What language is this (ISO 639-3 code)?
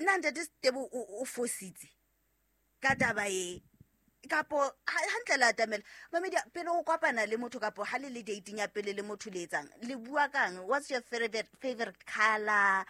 sot